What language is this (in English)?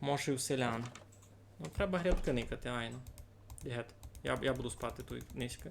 Rusyn